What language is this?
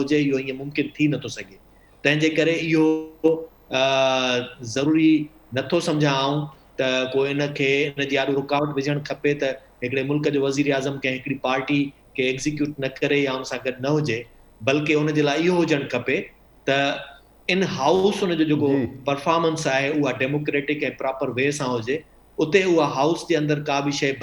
Sindhi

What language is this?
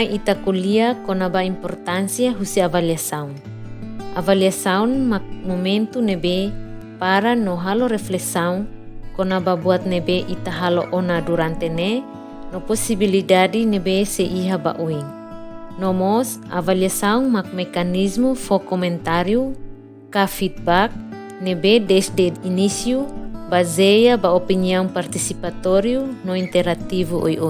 Tetum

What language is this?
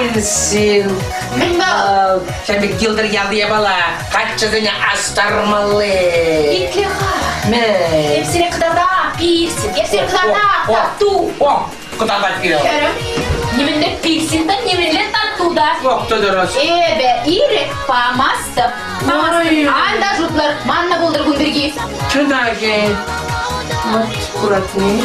Chuvash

